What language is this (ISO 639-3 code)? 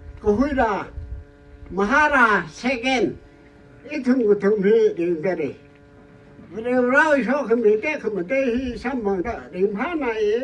nmf